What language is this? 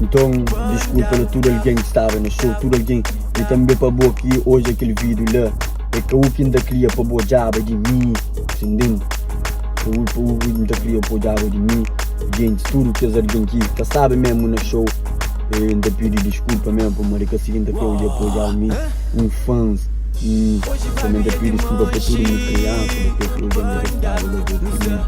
Kabuverdianu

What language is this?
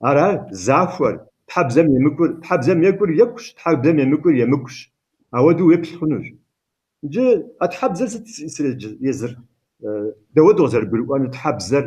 Kabardian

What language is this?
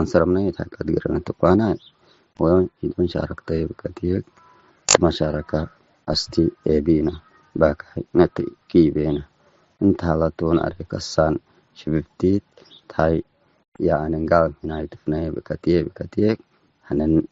Tigre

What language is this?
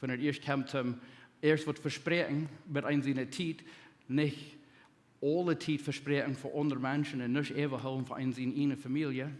Plautdietsch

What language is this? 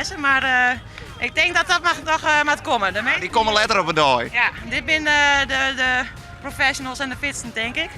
Western Frisian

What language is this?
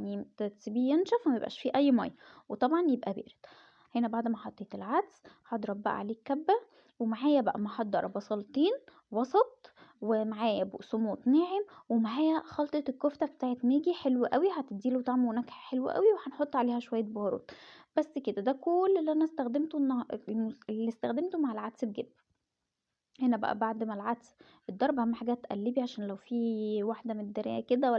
Egyptian Arabic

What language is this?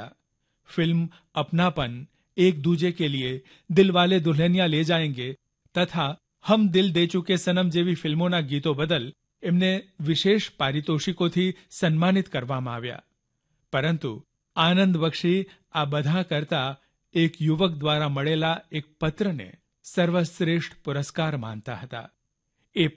Gujarati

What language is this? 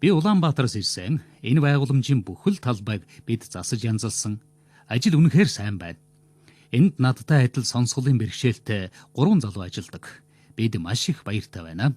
Mongolian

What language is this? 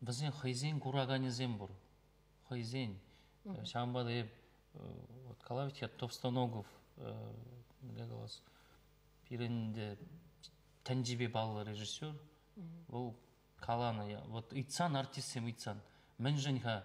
Chuvash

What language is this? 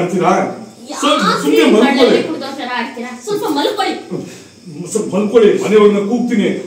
Kannada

